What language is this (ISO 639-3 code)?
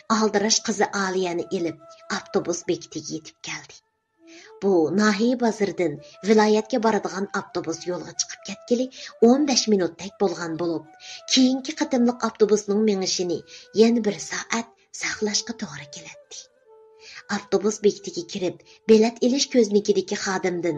uig